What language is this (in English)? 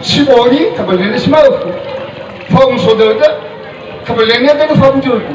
Nias